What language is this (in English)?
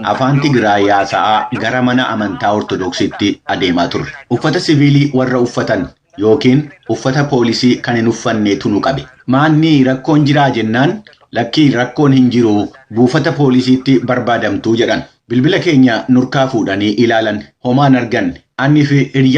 Oromo